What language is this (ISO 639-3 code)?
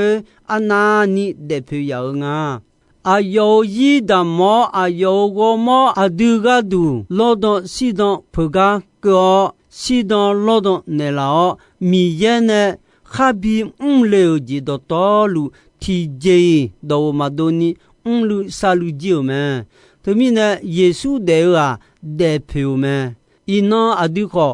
ahk